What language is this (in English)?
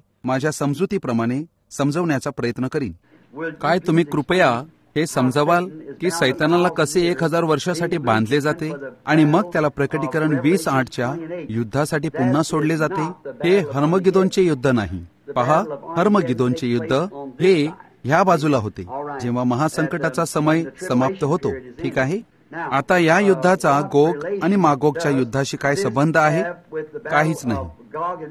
Marathi